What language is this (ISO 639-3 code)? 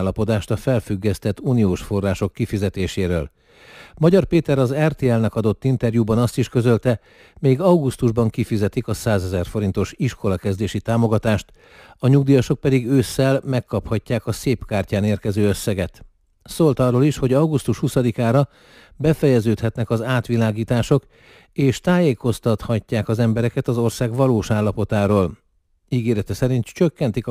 hun